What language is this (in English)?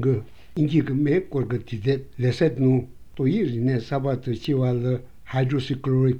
Korean